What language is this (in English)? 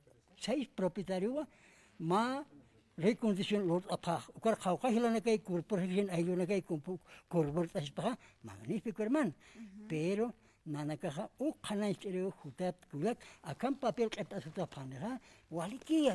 Aymara